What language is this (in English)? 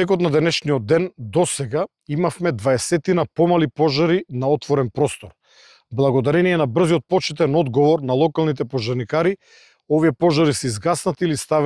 Macedonian